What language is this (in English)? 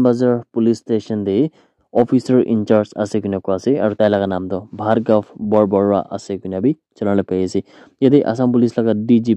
Naga Pidgin